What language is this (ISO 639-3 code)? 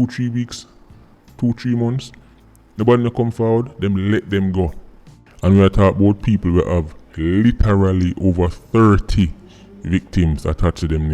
jam